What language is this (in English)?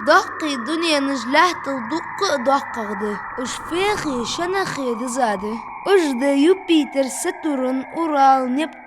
Ingush